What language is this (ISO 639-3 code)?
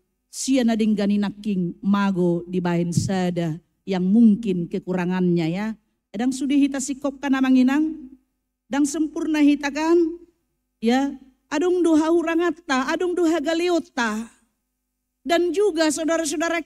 bbc